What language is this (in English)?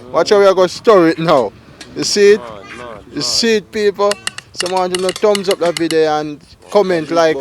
Jamaican Creole English